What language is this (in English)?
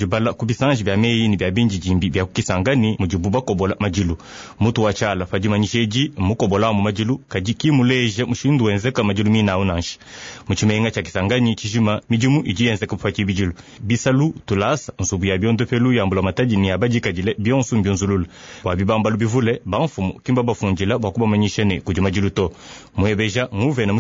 Luba-Lulua